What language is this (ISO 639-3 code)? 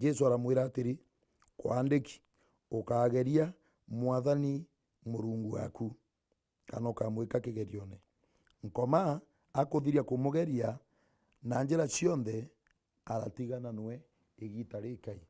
mer